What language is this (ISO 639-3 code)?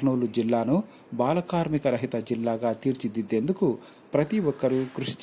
tel